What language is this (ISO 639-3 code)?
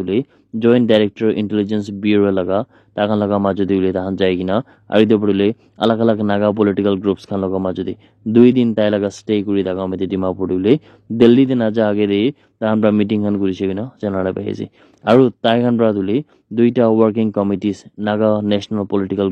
nag